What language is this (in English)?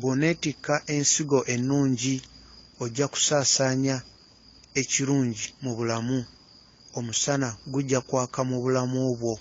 Ganda